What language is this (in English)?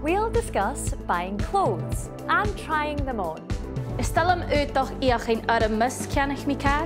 Scottish Gaelic